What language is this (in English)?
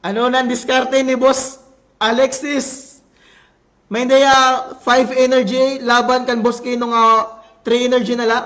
Waray